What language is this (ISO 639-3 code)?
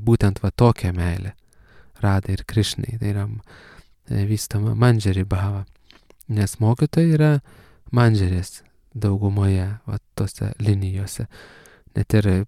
lit